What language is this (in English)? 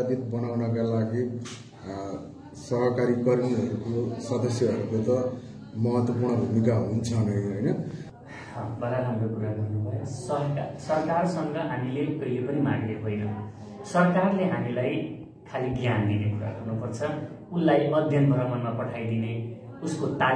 Nepali